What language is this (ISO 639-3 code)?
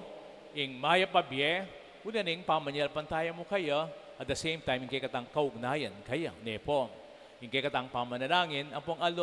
pam